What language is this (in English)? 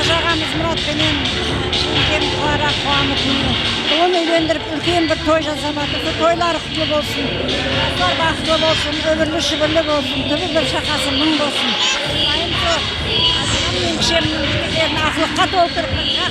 Kara-Kalpak